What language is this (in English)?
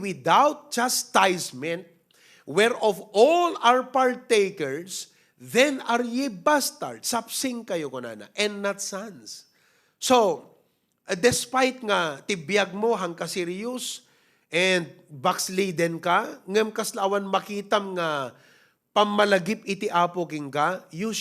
Iloko